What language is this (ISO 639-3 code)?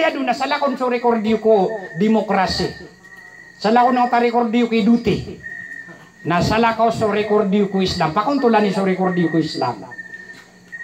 mrw